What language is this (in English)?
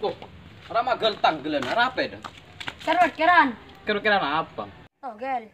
Madurese